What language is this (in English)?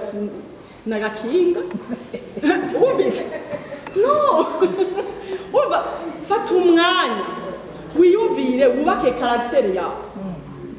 Rundi